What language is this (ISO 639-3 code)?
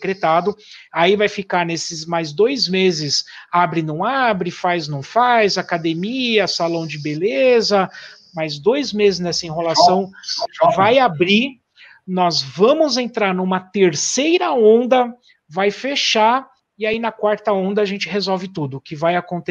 por